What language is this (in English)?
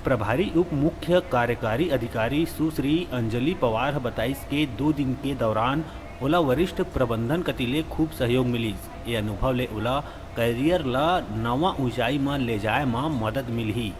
Chhattisgarhi